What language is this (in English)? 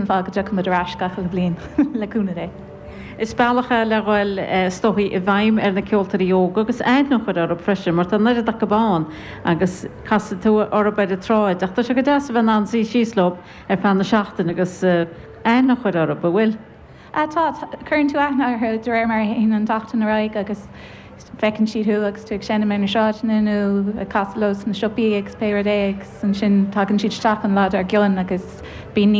Irish